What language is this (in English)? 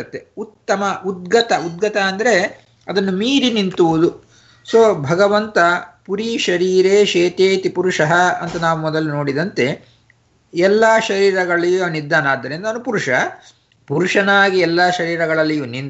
Kannada